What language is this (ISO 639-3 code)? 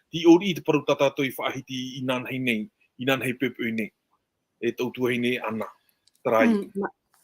tah